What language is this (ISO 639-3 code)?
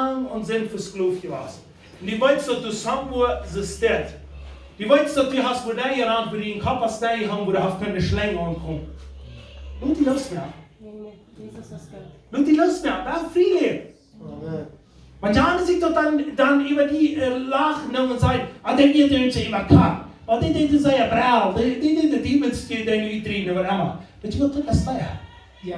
pdt